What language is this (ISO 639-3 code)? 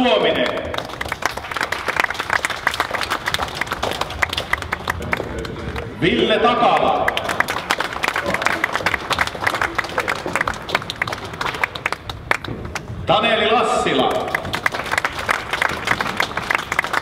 fin